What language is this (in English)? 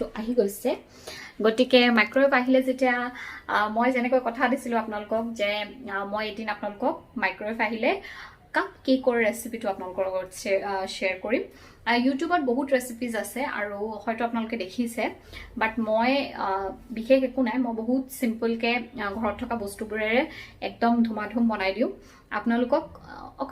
Assamese